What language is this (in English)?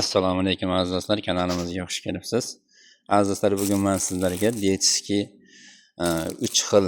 Uzbek